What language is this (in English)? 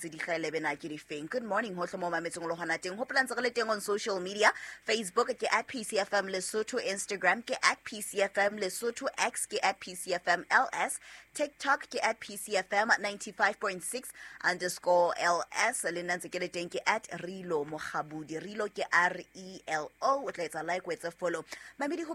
Southern Sotho